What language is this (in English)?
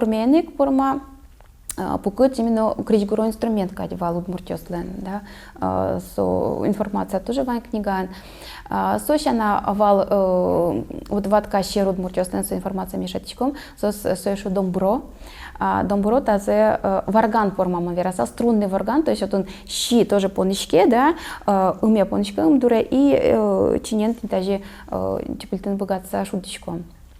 Udmurt